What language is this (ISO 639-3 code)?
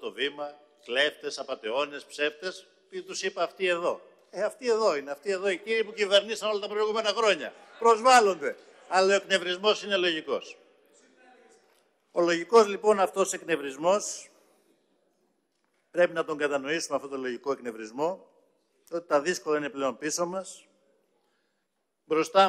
ell